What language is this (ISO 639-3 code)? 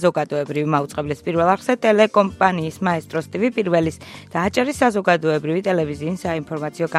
kat